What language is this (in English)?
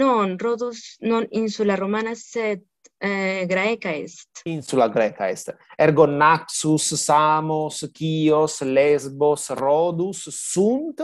Latin